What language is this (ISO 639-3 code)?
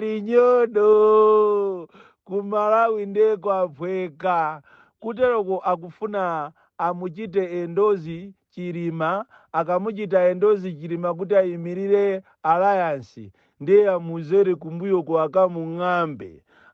nya